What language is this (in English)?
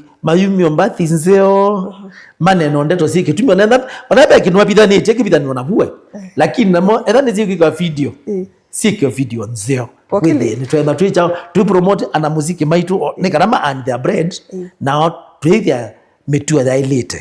Kamba